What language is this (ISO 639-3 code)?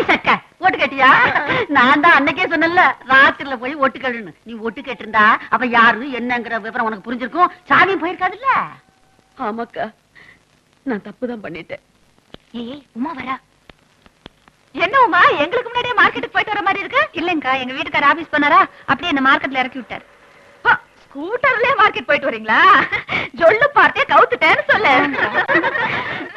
tam